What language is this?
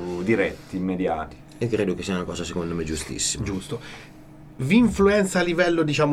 Italian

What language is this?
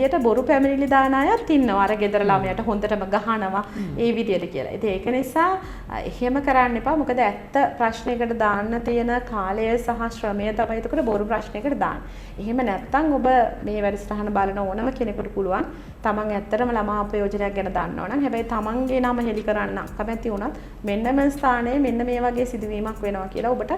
Sinhala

